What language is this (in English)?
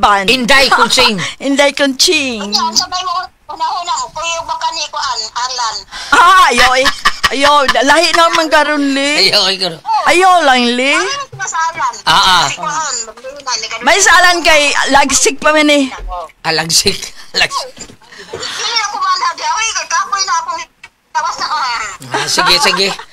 Cebuano